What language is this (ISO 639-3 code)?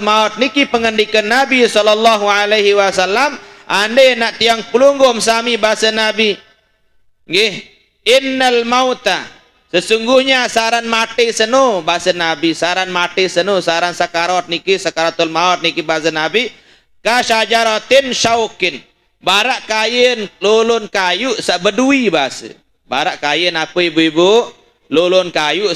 sas